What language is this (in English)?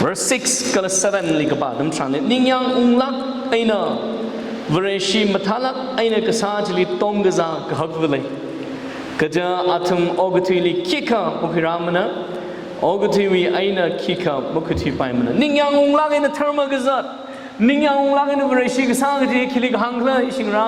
Tangkhul Naga (India)